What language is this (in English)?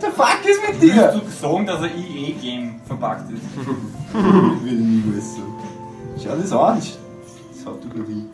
Bavarian